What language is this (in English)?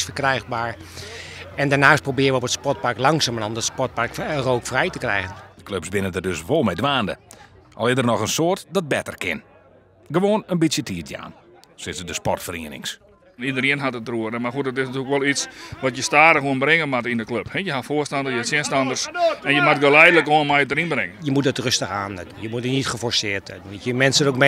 Western Frisian